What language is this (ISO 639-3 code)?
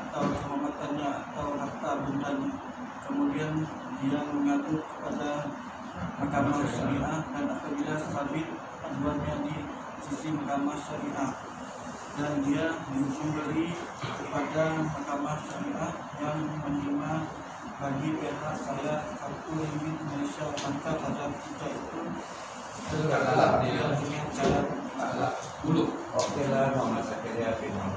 msa